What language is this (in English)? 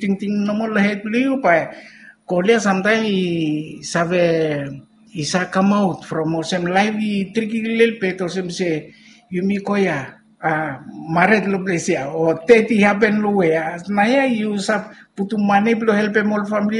Bislama